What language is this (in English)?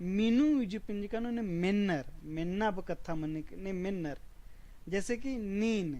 Kurukh